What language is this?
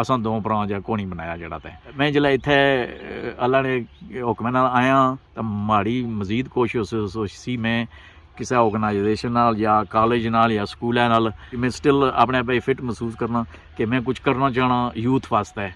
Pahari-Potwari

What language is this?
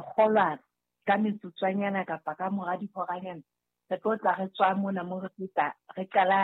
Southern Sotho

